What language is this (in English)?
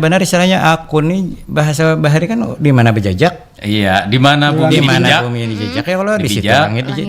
Banjar